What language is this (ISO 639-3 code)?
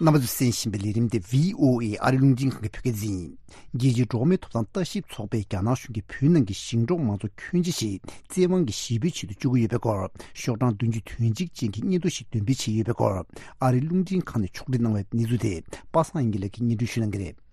bod